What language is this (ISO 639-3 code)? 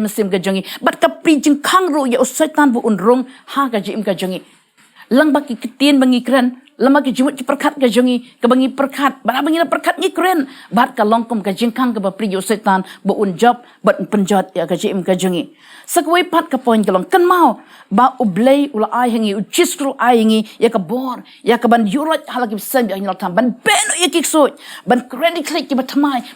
kha